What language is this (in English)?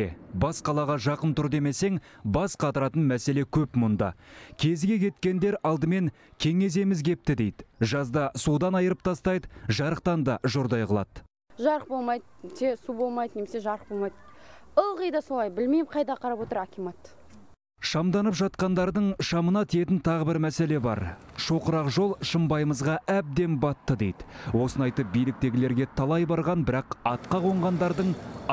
Kazakh